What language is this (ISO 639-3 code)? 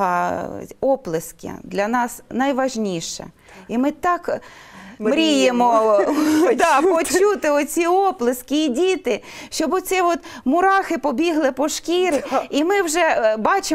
ukr